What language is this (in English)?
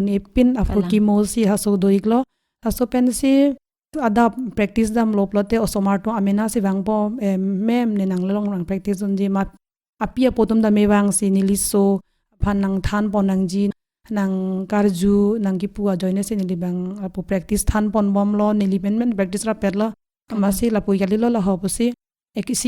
Karbi